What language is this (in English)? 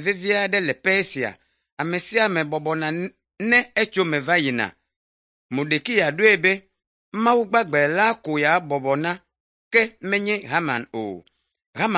Ewe